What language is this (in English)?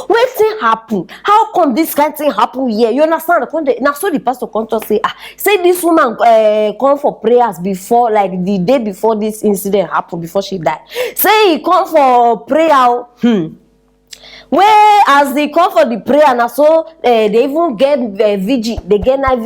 Nigerian Pidgin